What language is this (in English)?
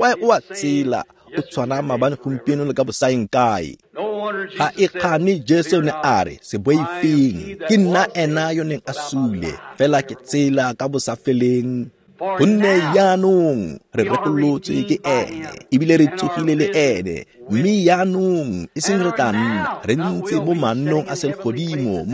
Tswana